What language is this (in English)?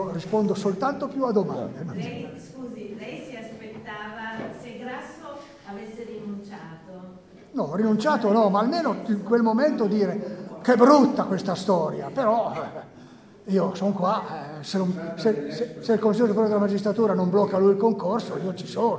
Italian